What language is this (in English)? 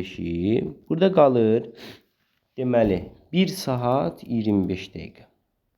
Azerbaijani